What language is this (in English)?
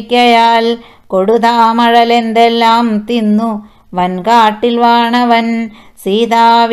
Malayalam